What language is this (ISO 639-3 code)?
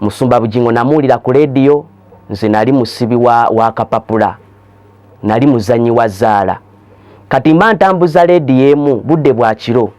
lug